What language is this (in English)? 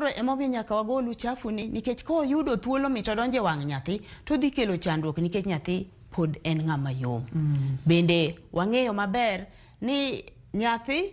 Luo (Kenya and Tanzania)